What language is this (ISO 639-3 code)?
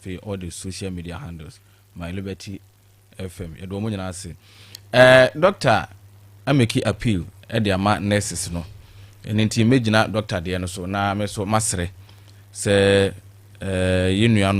aka